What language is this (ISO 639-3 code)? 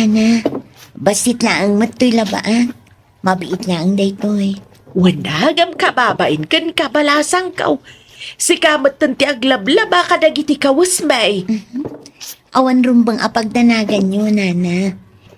ilo